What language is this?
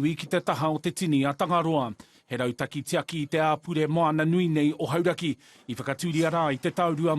Māori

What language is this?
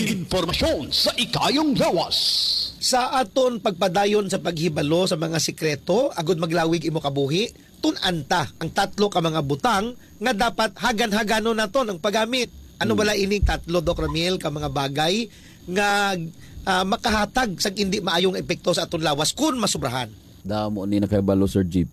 Hiligaynon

